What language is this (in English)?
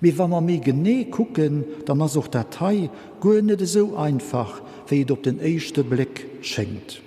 Luxembourgish